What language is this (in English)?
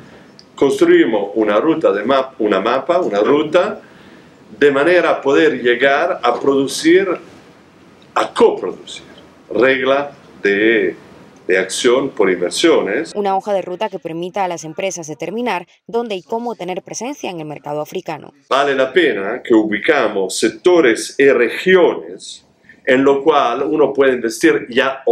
Spanish